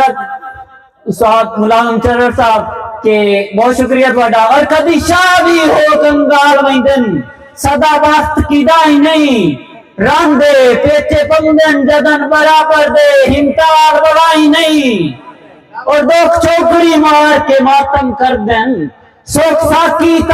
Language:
Saraiki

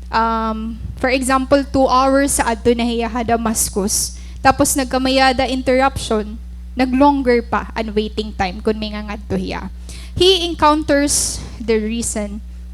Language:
Waray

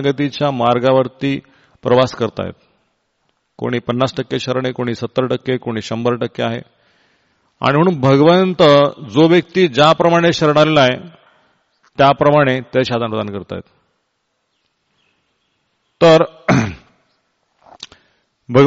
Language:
Marathi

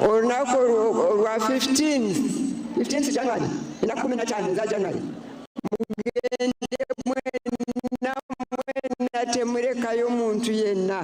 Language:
Nyankole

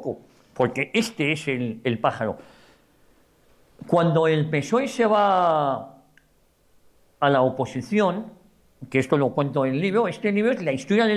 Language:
Spanish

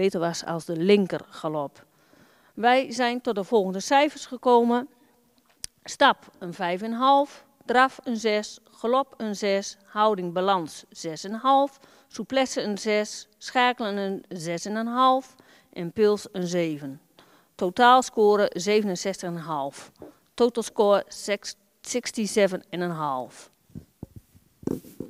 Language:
Dutch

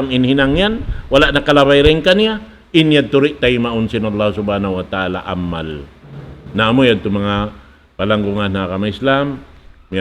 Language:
Tausug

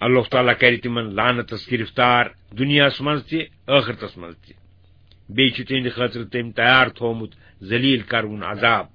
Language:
Kashmiri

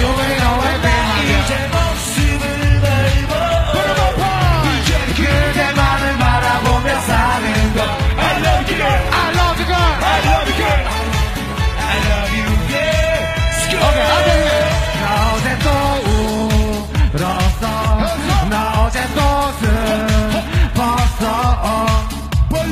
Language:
Korean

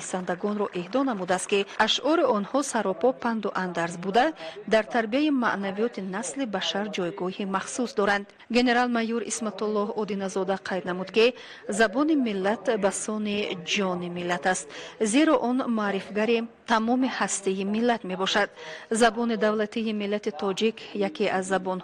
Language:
Tajik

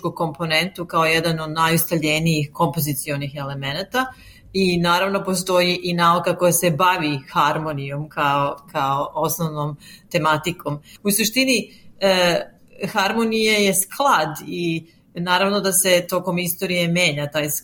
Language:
Serbian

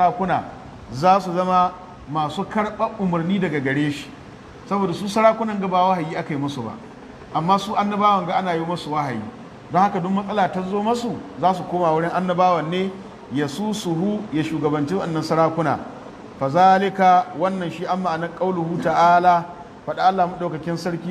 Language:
Hausa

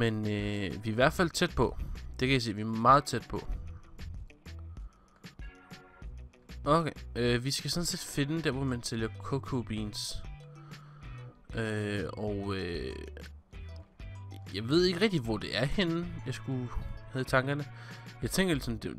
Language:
Danish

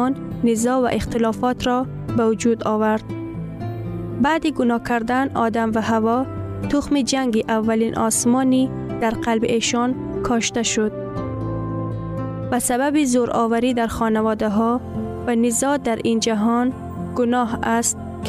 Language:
Persian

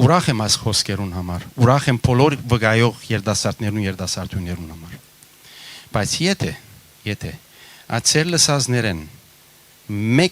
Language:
Western Armenian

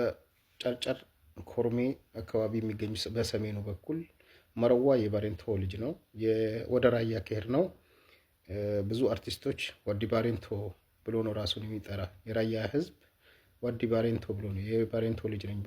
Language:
Amharic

